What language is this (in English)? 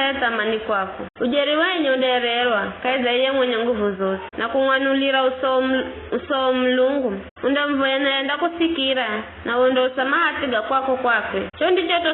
Giryama